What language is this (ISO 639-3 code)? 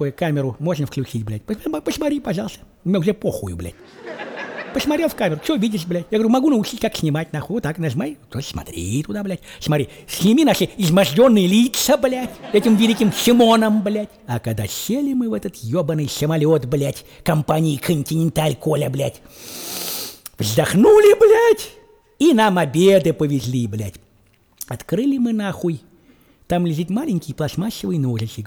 rus